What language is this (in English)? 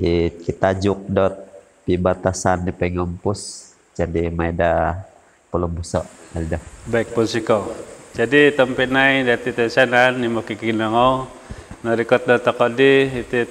Central Dusun